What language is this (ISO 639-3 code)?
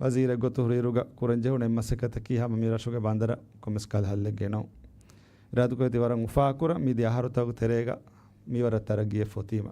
div